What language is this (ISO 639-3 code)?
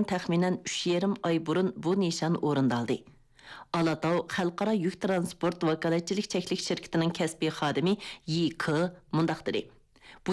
uig